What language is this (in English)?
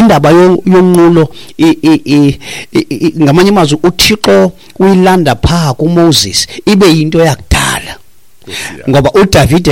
Xhosa